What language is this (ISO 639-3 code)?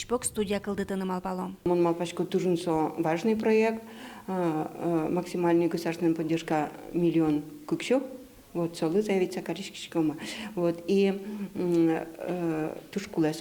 udm